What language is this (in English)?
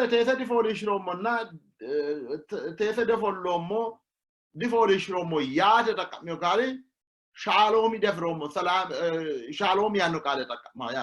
Sidamo